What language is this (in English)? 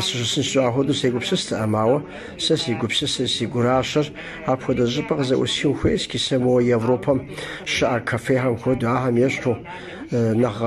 Kabardian